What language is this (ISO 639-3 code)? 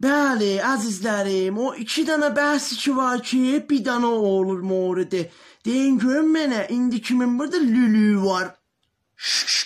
azb